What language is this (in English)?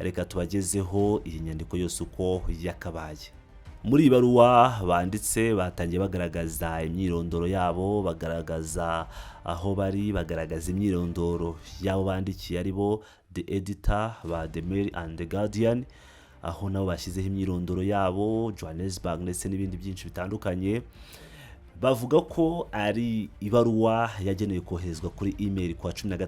Kinyarwanda